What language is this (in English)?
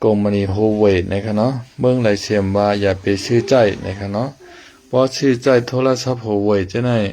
Shan